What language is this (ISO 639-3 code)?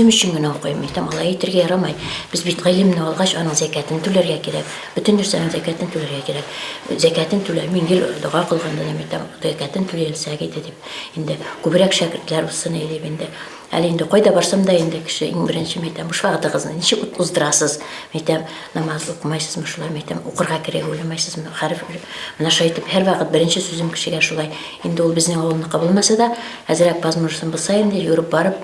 bak